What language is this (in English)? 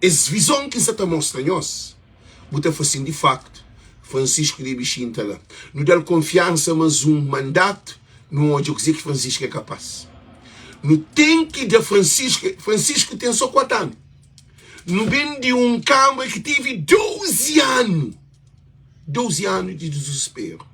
Kabuverdianu